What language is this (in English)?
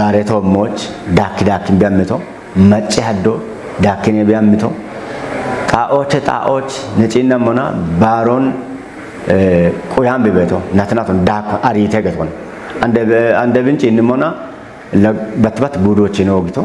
Kafa